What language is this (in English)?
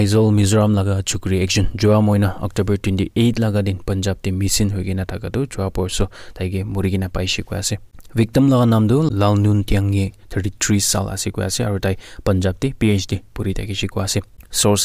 Naga Pidgin